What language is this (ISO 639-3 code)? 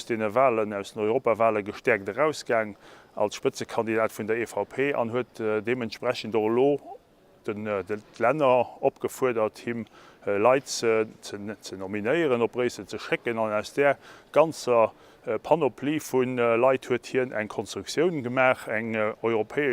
ltz